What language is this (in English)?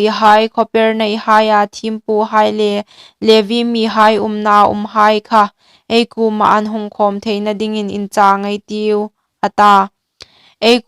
Hmar